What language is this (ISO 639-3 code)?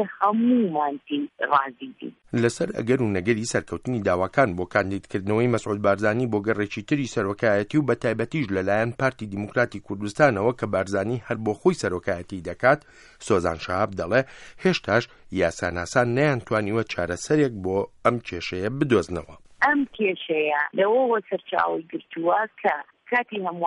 ckb